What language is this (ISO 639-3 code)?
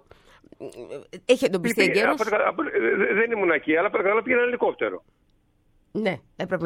ell